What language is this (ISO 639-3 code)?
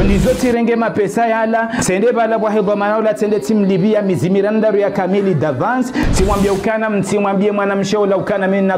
zdj